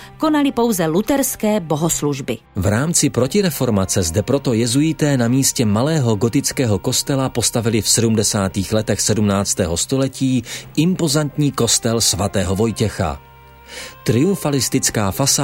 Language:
Czech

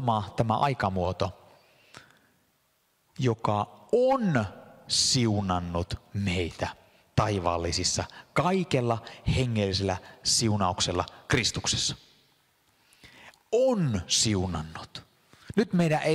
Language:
Finnish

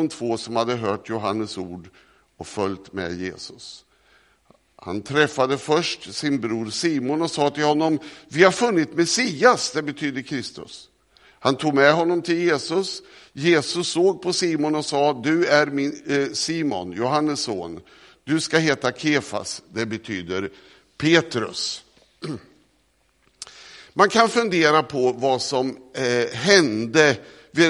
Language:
Swedish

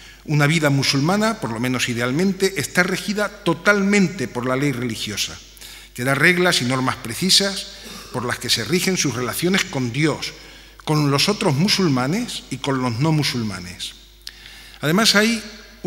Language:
Spanish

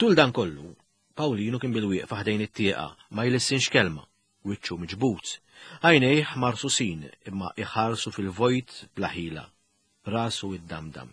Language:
Maltese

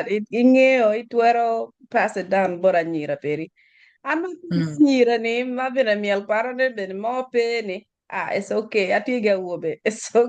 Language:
Acoli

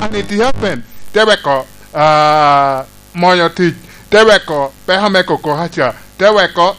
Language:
Lango (Uganda)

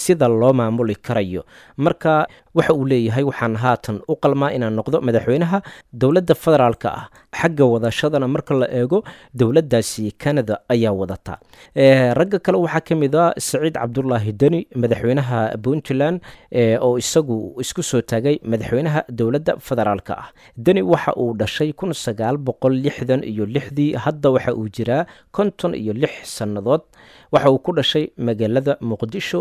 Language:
Somali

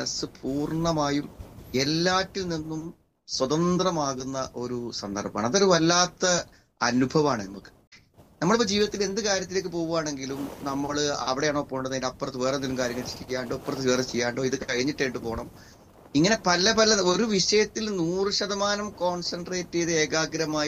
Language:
Malayalam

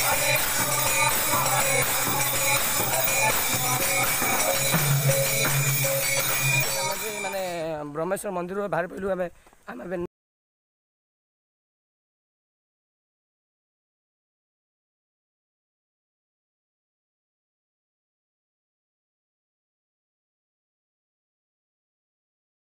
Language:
Odia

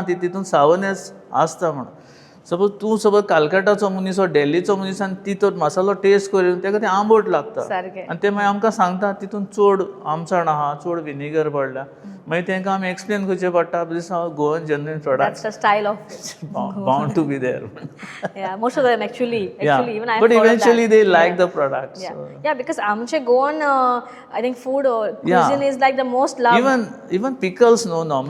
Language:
Konkani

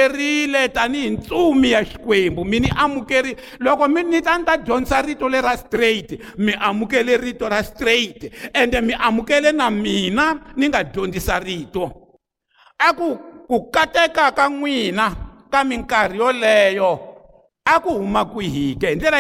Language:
Tsonga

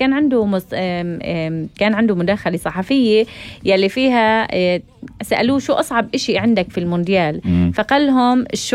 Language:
North Levantine Arabic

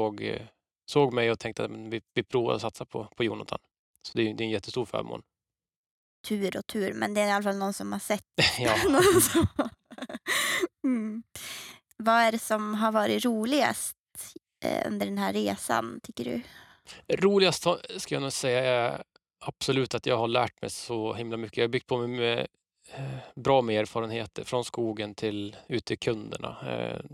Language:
Swedish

